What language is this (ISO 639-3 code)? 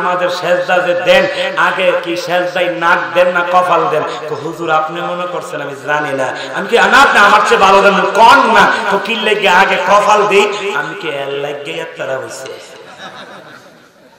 ben